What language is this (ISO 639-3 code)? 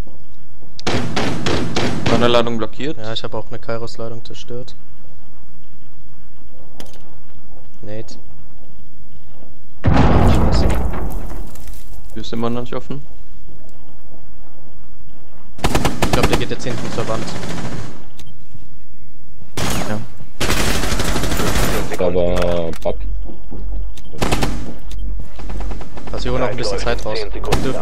deu